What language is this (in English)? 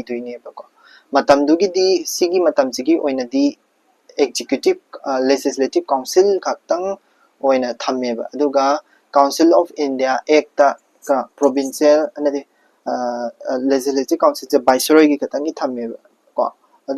Manipuri